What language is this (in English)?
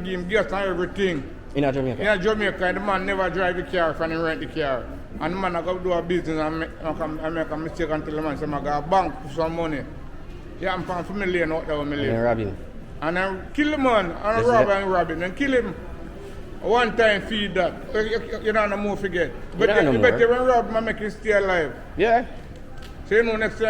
Jamaican Creole English